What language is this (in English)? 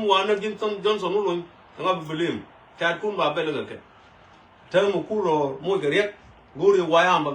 Nuer